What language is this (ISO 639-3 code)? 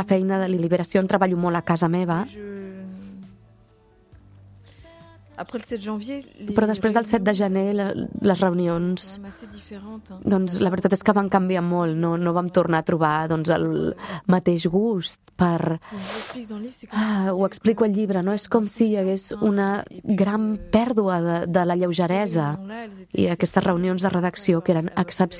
cat